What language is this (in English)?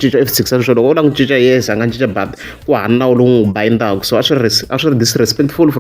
Tsonga